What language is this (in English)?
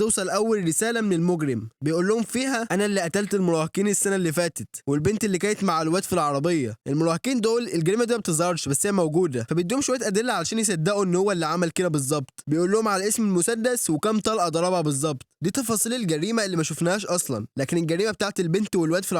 Egyptian Arabic